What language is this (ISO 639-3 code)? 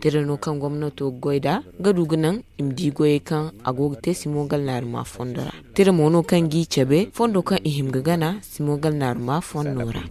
dje